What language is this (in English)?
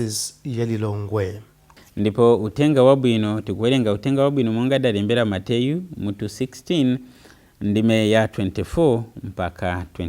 Nyanja